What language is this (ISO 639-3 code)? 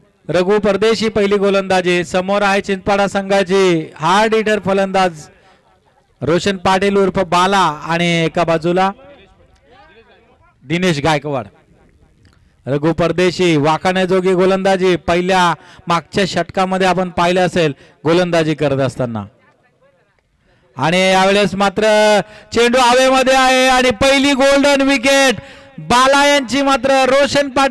mar